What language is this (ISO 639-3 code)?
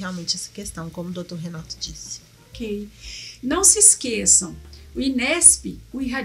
por